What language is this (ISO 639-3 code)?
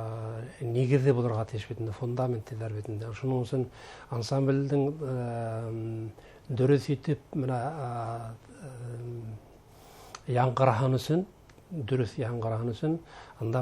bak